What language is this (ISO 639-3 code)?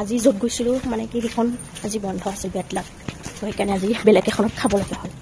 asm